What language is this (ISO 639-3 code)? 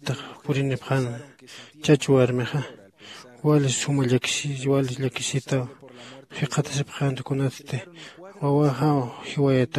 aym